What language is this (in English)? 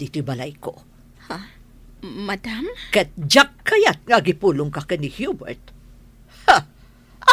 Iloko